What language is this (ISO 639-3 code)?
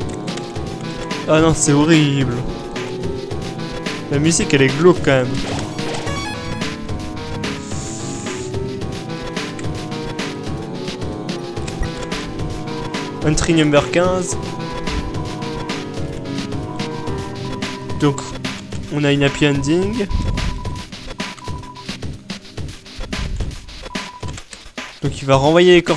fra